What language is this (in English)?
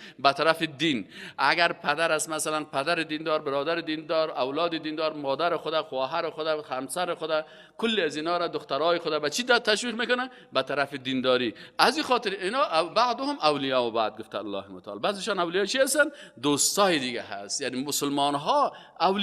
Persian